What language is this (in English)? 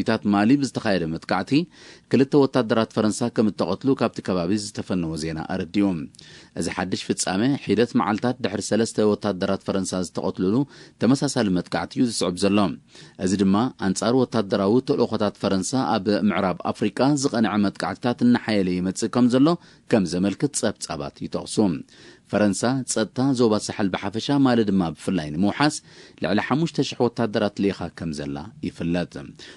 Tigrinya